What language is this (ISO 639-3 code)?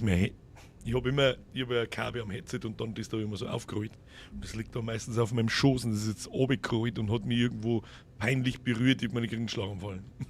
bar